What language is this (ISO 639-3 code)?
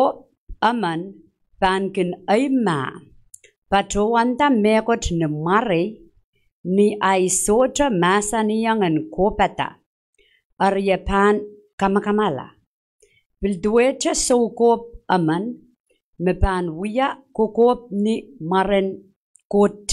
pon